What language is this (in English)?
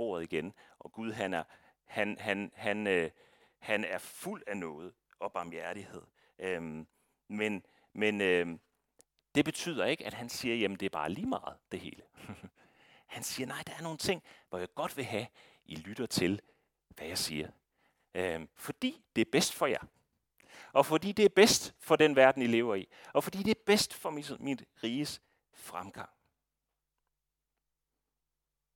Danish